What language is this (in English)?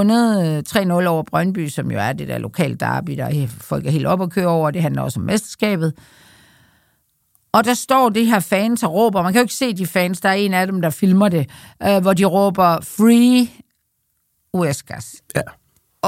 Danish